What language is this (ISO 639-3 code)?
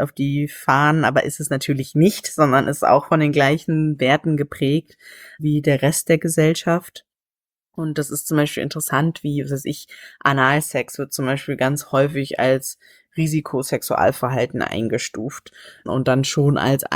deu